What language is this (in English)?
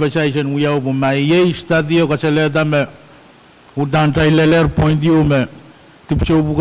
Pohnpeian